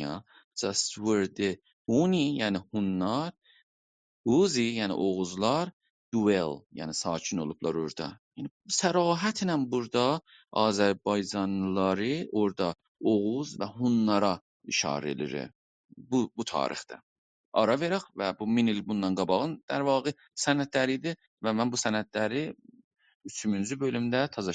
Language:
South Azerbaijani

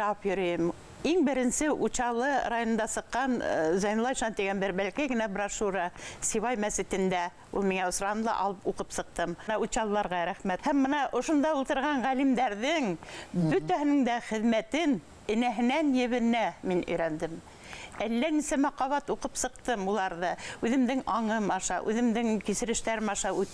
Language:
Bashkir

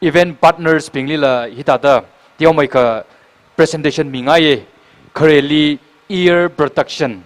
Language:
Tangkhul Naga (India)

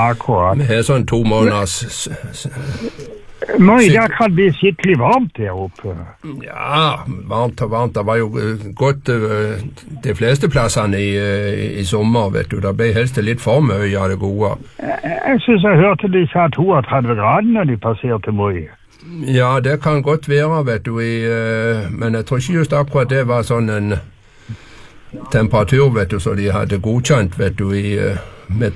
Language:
Norwegian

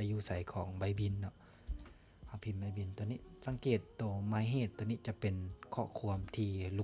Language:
Lao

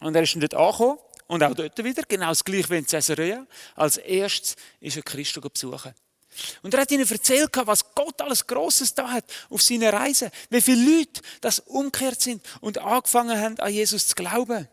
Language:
Swiss German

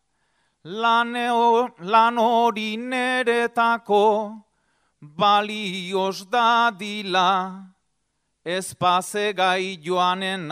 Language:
Basque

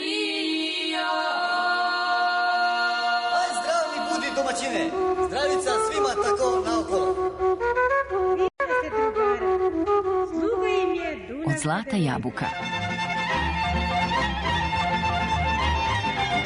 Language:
Serbian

